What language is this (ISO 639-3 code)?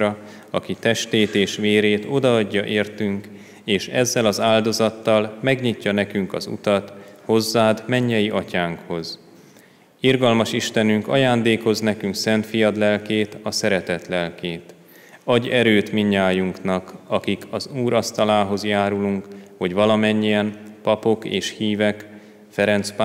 hun